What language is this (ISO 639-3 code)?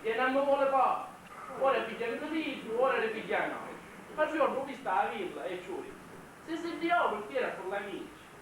scn